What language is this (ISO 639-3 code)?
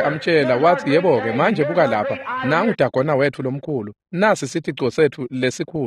ssw